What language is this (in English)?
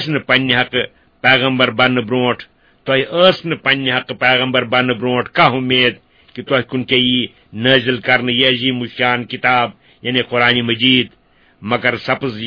Kashmiri